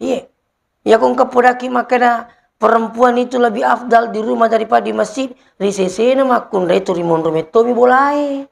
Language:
Buginese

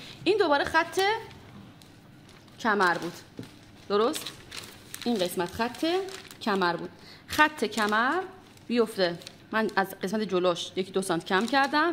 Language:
Persian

